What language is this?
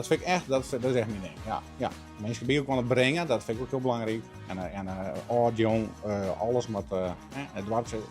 Western Frisian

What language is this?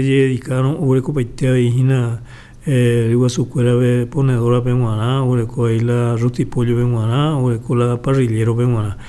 Guarani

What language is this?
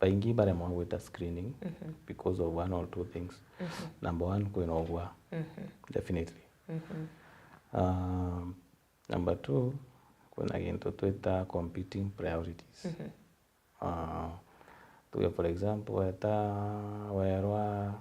Meru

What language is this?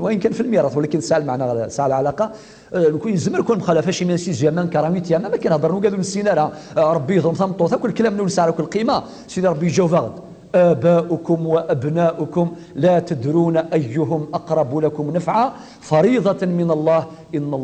Kabyle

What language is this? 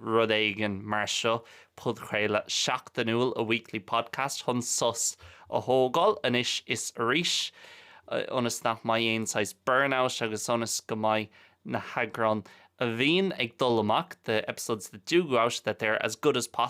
Irish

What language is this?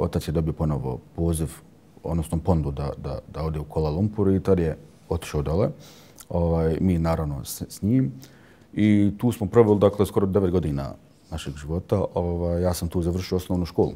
Bosnian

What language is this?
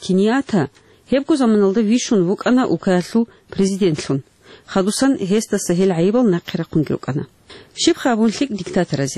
Avaric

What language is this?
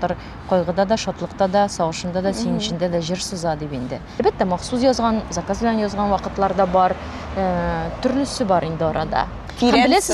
Tatar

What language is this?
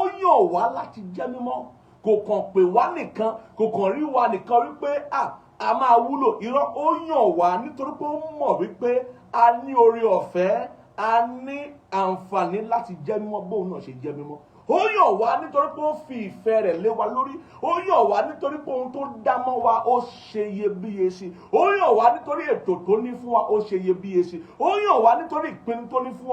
Yoruba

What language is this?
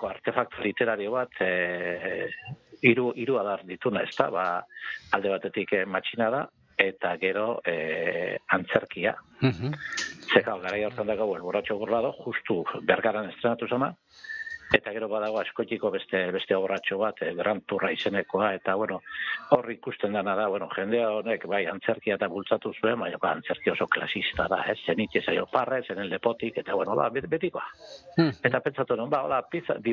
Basque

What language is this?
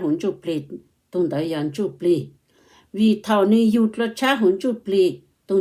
Hmong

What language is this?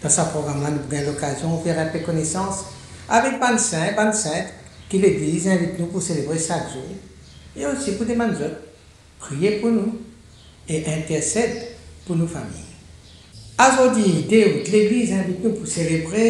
Morisyen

